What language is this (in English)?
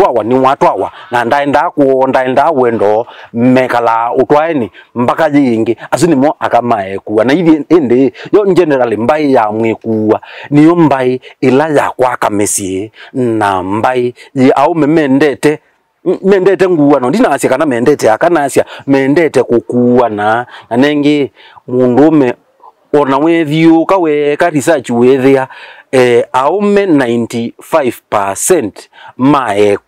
Kamba